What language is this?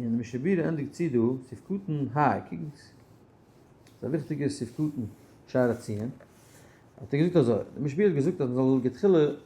Yiddish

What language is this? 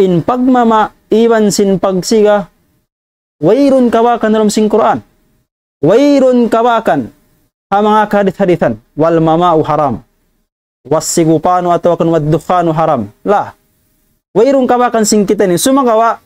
Tausug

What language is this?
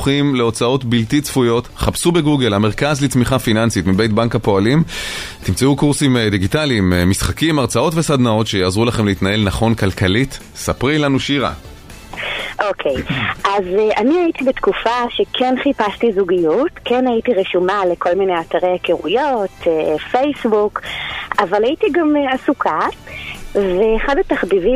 Hebrew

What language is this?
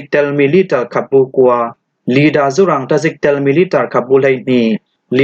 Falam Chin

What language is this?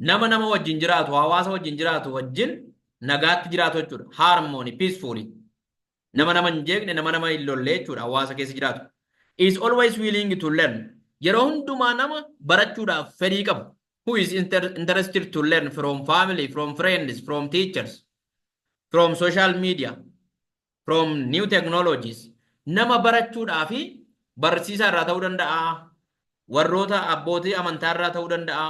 Oromo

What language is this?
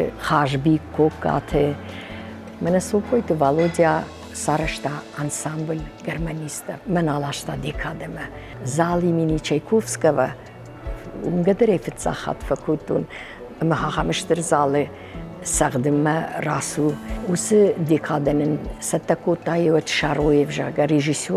Ossetic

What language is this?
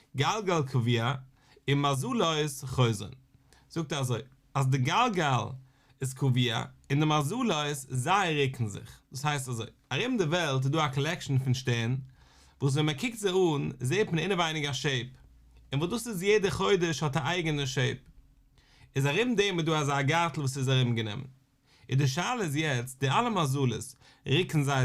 Yiddish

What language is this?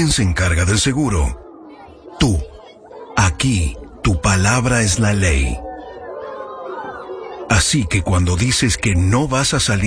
Spanish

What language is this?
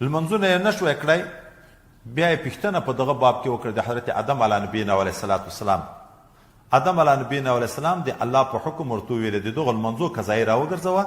Pashto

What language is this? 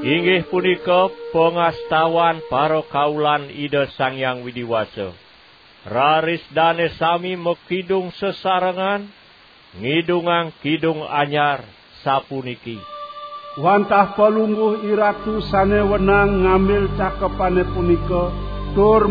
Balinese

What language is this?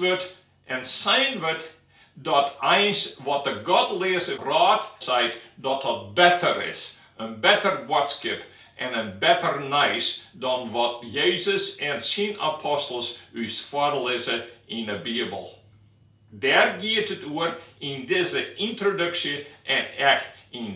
Western Frisian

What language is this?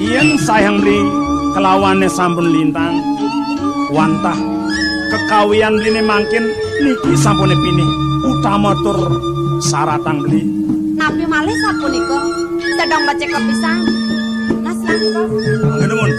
Balinese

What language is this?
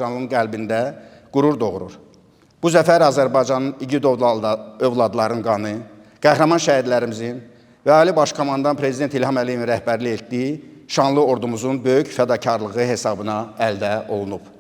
Azerbaijani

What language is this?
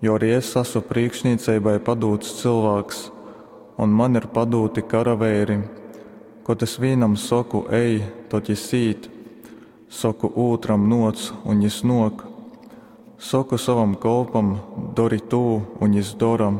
Latgalian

